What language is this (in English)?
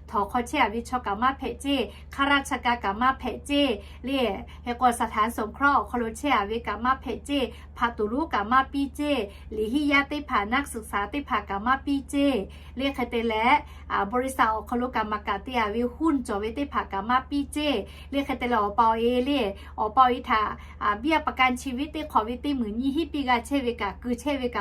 Lahu